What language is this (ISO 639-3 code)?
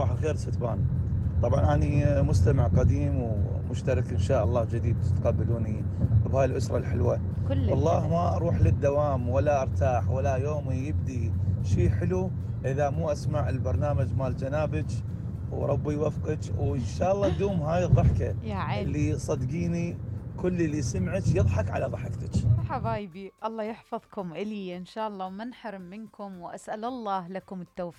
acm